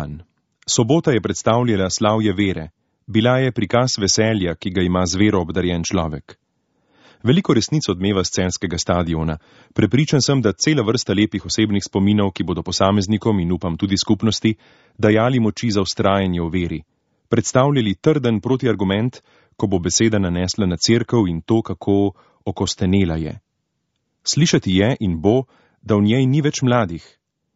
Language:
Slovenian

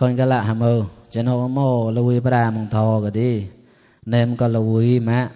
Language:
Mon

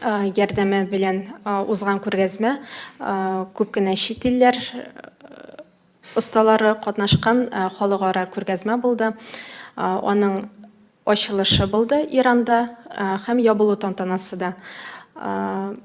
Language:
Tatar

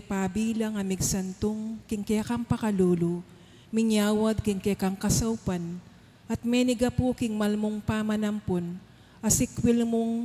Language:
Pampanga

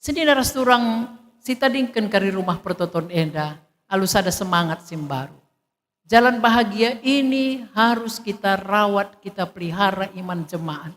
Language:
Batak Karo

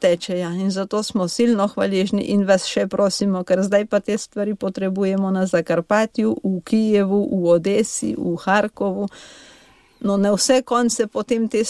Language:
Slovenian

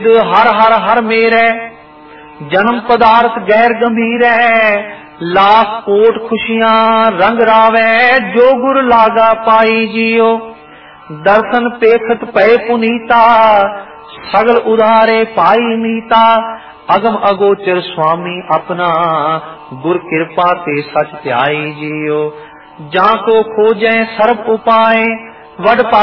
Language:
Punjabi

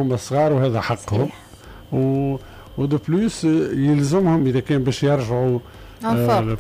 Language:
Tunisian Arabic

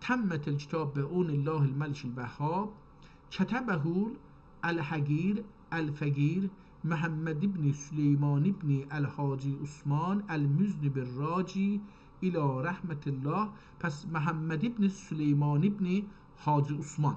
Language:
South Azerbaijani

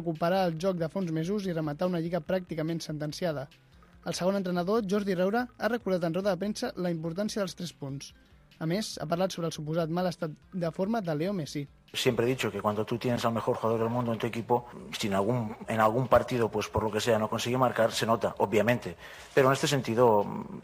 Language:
Catalan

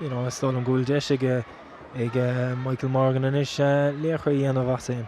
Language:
Irish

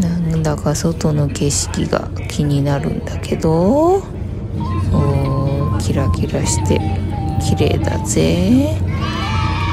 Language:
Japanese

